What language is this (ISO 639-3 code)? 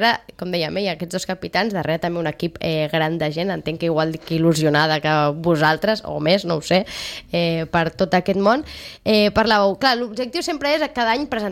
cat